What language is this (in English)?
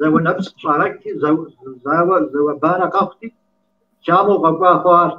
Kabardian